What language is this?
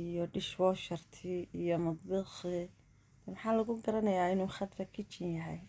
Somali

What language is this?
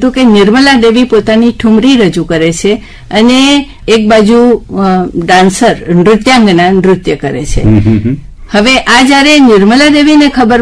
Gujarati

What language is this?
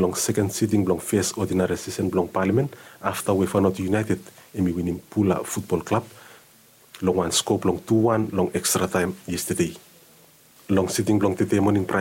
Bislama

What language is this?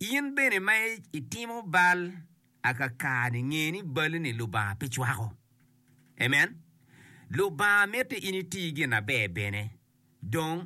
Acoli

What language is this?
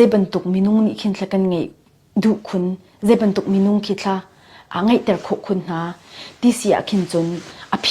Falam Chin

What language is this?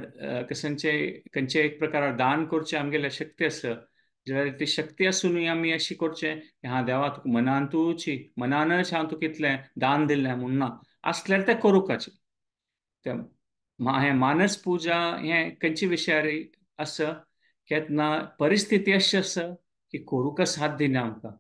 Konkani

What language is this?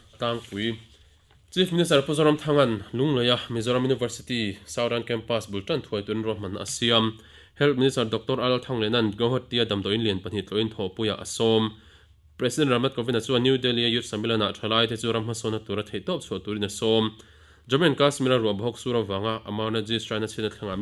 Mizo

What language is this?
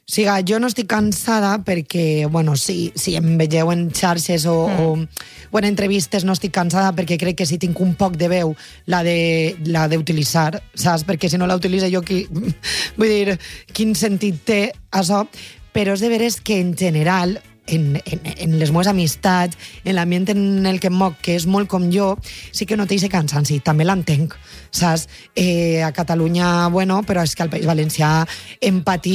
Catalan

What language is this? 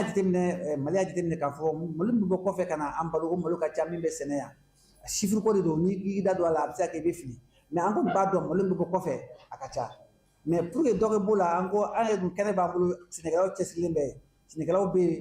Bambara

